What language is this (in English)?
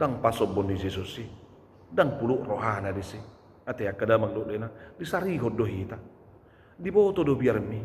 Batak Toba